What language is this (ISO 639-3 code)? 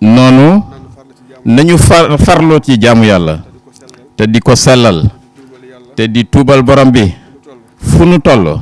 wol